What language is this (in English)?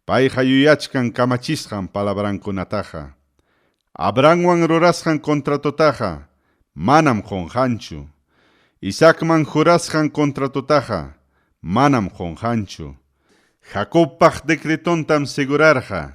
Ayacucho Quechua